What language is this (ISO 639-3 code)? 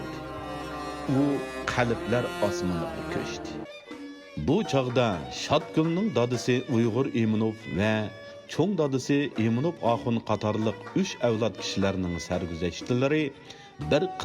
uig